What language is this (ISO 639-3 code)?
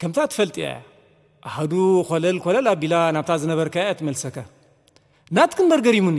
tir